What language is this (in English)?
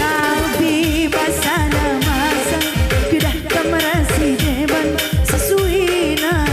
Batak Karo